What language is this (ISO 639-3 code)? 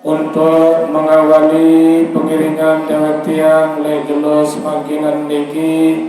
sas